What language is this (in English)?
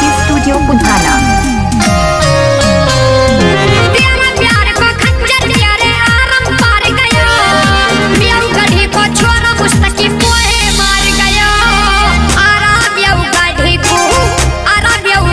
Mewati